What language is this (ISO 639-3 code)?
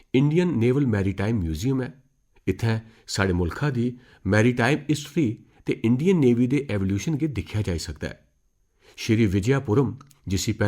doi